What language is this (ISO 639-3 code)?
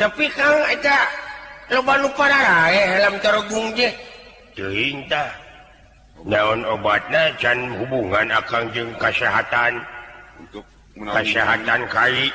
sun